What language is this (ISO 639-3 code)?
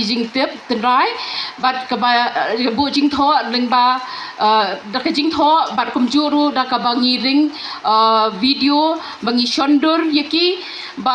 kha